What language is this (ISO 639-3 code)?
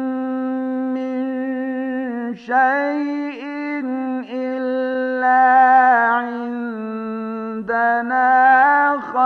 bos